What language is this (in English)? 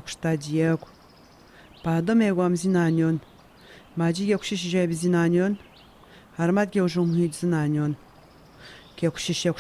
Atikamekw